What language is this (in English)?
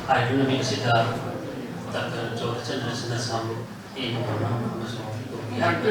Manipuri